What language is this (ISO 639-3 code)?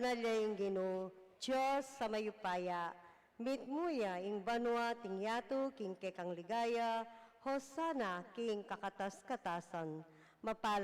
pam